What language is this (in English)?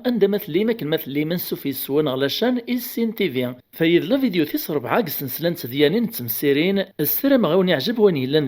Kabyle